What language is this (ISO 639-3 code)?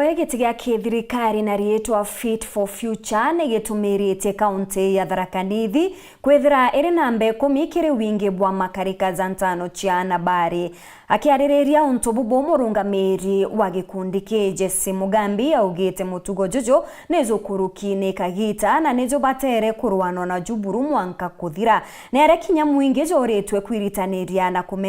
mer